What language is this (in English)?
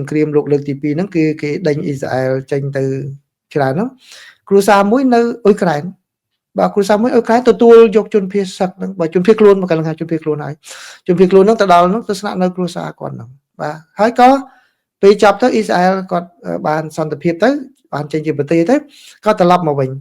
Khmer